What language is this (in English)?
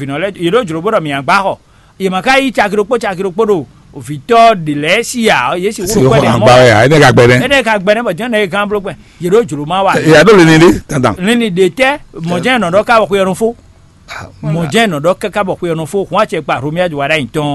Fon